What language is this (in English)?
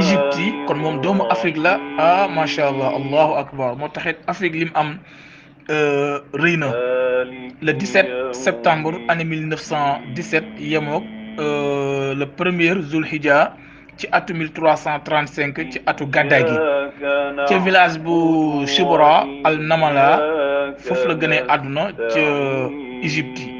Wolof